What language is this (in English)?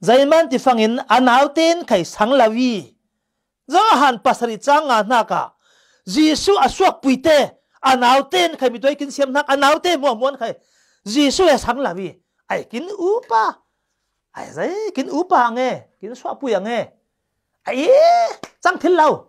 Falam Chin